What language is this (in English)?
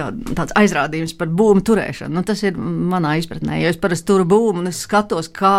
Latvian